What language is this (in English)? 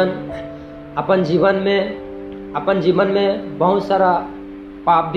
Sadri